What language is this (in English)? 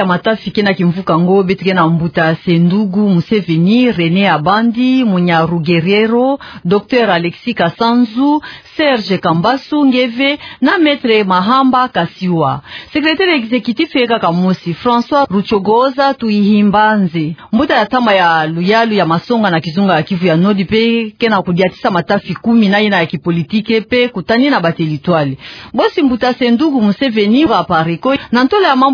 Kituba (Democratic Republic of Congo)